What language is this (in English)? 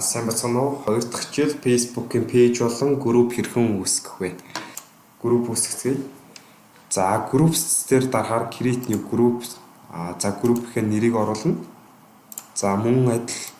Mongolian